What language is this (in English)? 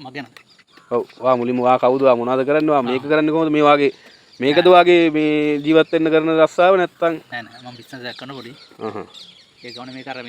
Sinhala